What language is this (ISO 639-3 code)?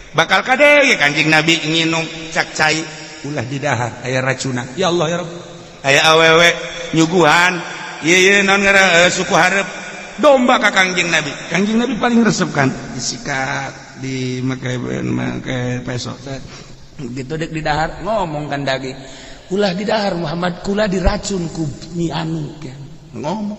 sun